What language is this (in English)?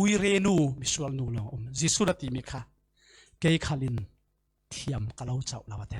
Falam Chin